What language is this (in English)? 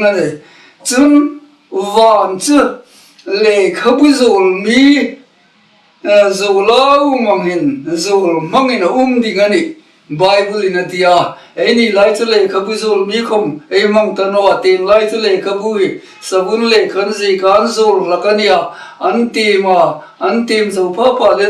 Hmar